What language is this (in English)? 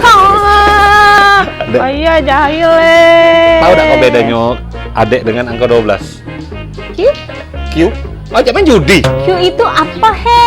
Musi